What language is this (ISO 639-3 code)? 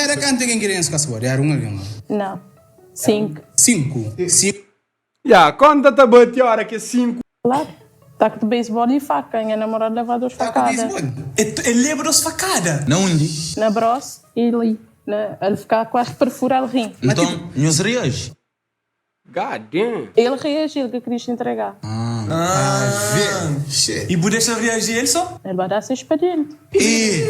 kea